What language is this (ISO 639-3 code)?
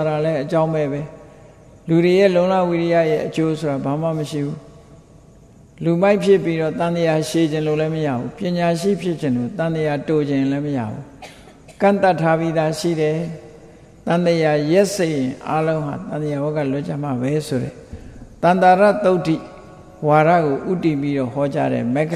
mya